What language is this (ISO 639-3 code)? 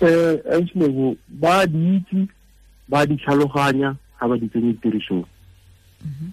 tsn